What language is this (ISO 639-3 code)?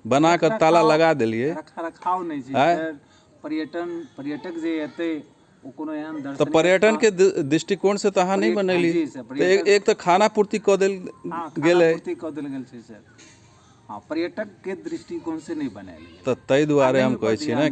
mai